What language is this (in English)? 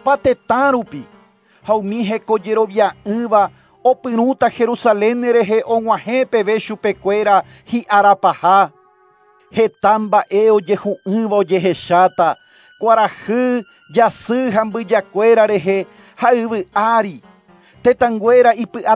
Guarani